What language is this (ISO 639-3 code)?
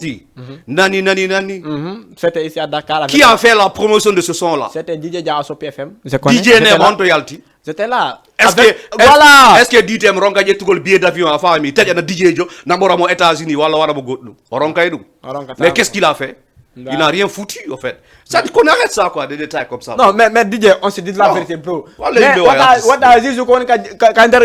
ful